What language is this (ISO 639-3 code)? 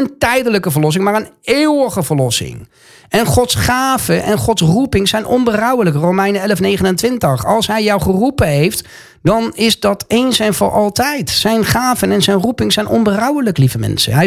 nld